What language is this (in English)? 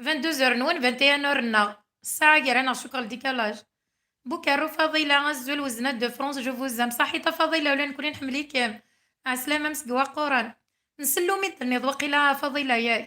Kabyle